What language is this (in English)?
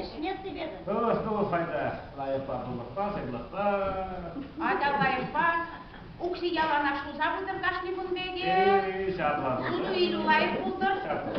Chuvash